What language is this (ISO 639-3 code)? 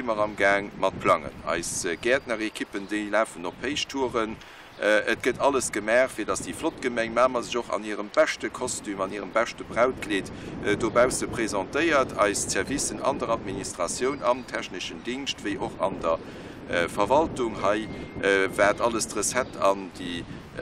ltz